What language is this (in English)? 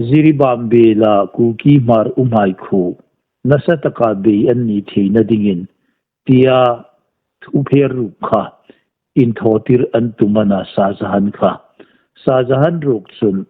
Hmar